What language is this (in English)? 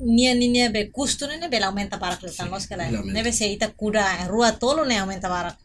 Tetum